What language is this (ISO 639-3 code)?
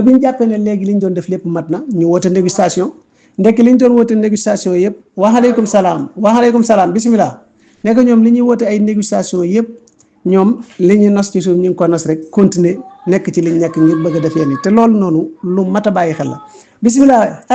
wol